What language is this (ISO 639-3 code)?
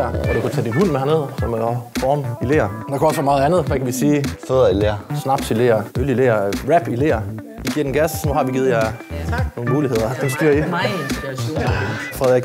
dan